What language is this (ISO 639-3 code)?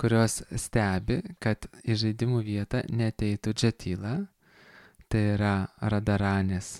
lit